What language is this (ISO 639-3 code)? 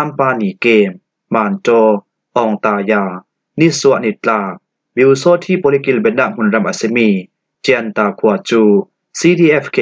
cfm